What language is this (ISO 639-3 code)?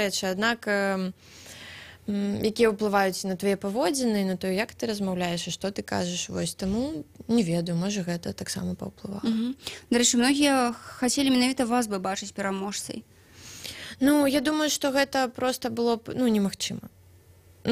bel